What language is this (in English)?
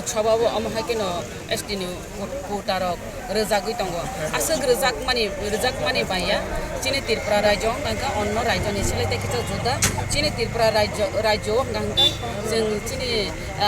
Kok Borok